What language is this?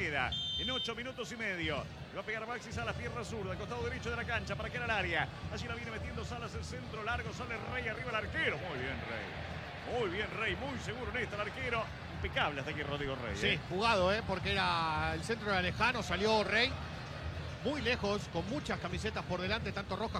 Spanish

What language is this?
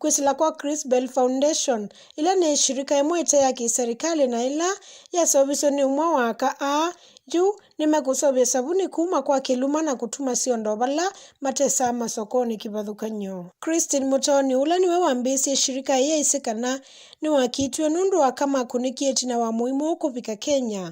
Kamba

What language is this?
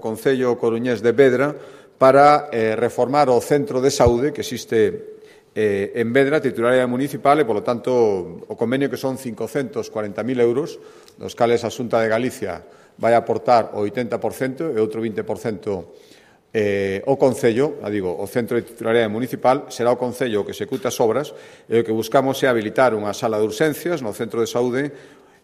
Galician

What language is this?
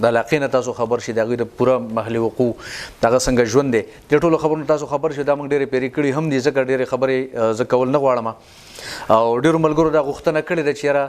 Pashto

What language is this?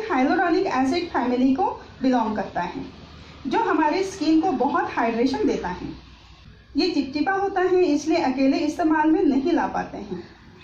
Hindi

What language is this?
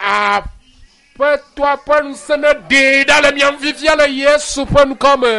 Ewe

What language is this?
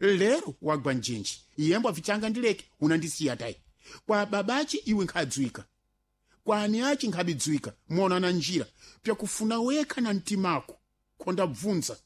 Sena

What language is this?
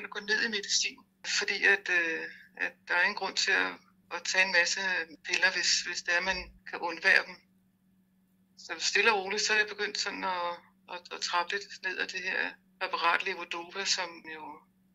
Danish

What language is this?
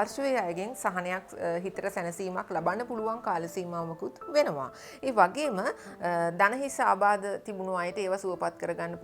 Sinhala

